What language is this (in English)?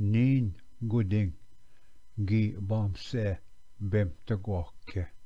Ojibwa